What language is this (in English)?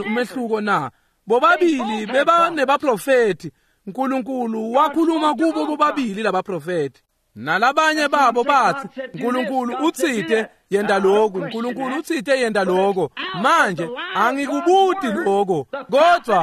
Swati